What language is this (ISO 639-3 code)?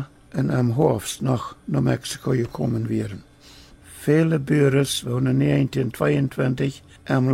pdt